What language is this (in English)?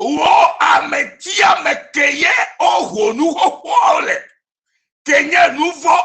Ewe